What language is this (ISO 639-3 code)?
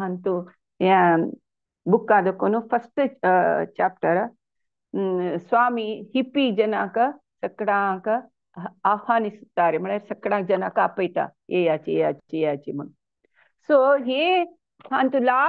kok